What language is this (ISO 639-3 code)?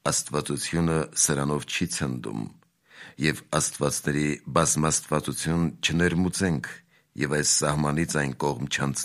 hye